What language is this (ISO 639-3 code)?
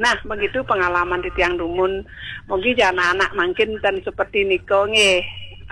ban